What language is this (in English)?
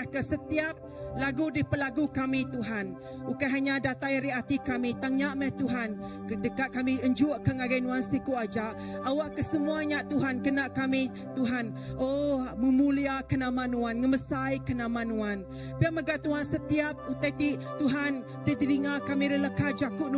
Iban